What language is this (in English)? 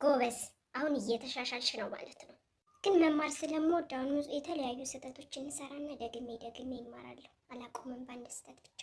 Amharic